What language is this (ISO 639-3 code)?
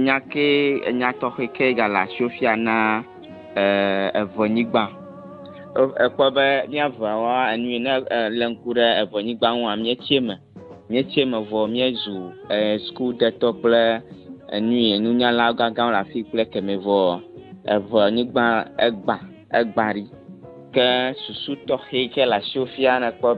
ewe